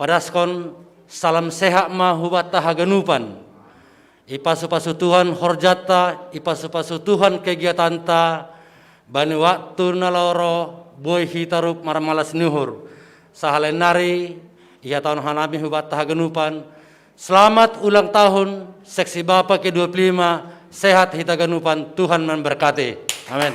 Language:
Batak Simalungun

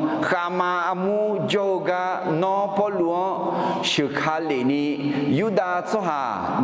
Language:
Akha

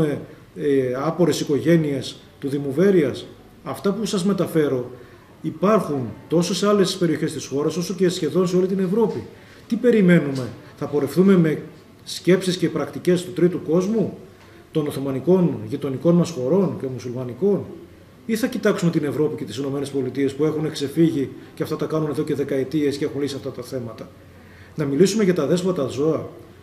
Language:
Greek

